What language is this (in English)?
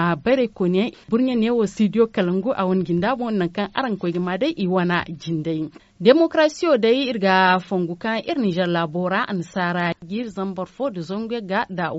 Zarma